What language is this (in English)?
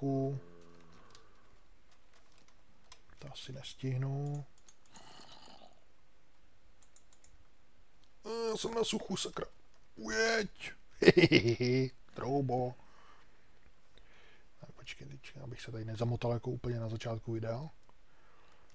Czech